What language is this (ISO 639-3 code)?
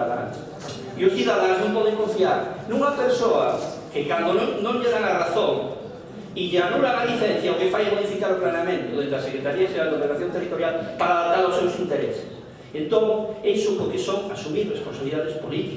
glg